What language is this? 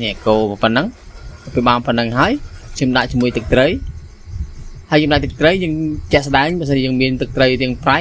Khmer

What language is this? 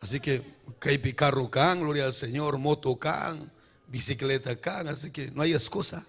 Ayacucho Quechua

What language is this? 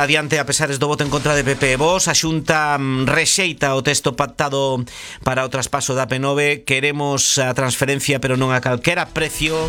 Galician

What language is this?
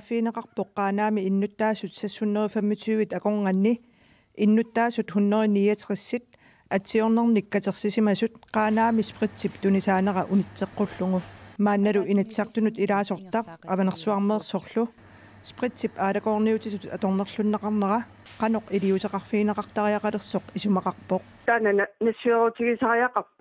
Kalaallisut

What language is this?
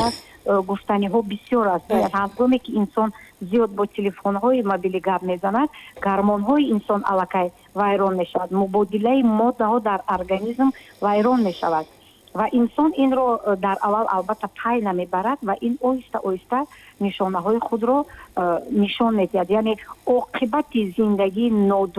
Tajik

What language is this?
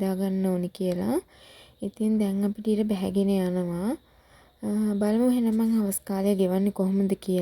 Sinhala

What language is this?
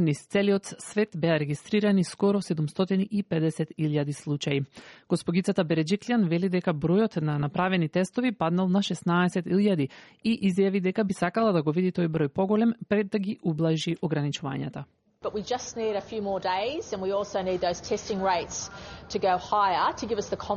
Macedonian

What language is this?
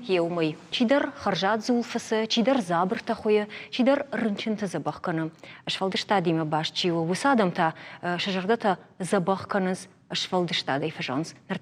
Ossetic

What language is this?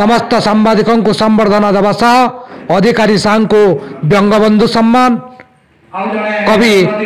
Odia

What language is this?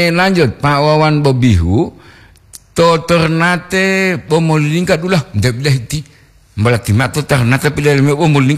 Gorontalo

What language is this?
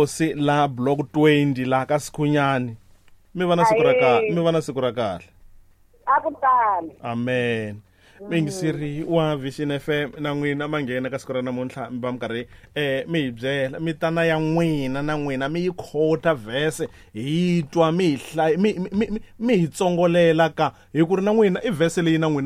Tsonga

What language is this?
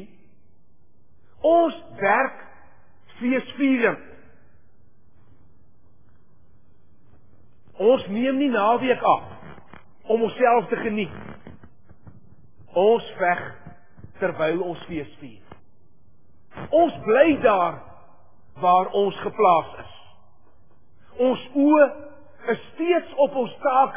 Afrikaans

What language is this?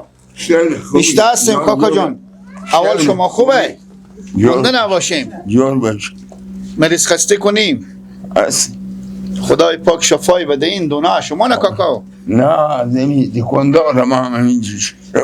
Persian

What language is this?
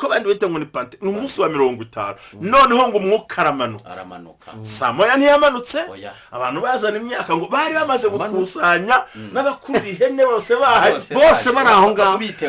Kinyarwanda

